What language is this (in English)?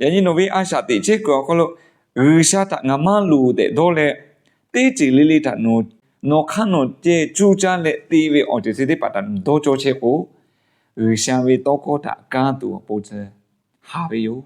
Lahu